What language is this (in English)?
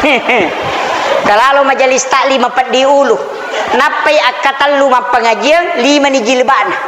Buginese